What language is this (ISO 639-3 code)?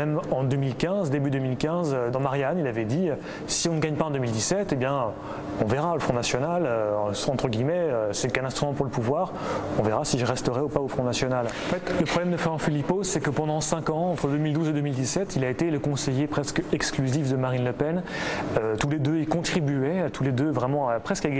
fra